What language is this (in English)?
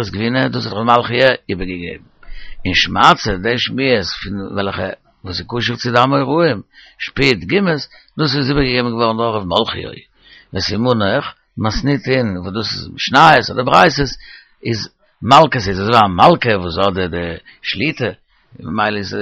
Yiddish